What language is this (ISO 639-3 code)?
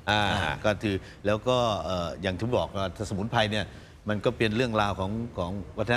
tha